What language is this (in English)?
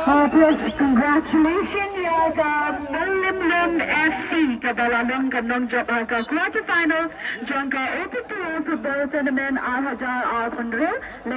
Khasi